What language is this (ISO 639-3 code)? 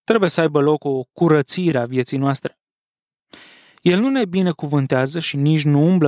ron